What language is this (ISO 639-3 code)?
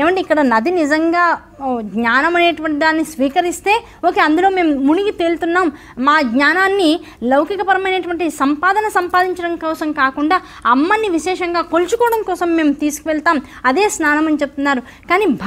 tel